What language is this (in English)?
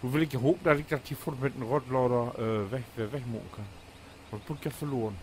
Low German